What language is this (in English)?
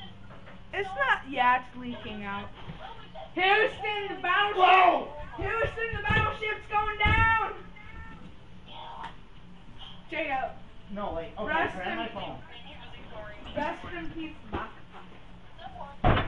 English